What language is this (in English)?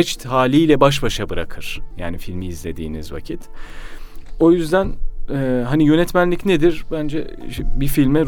Turkish